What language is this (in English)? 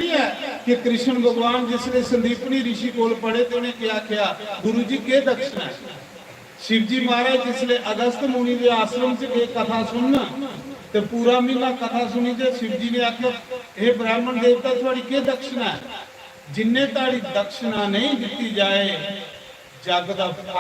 Dogri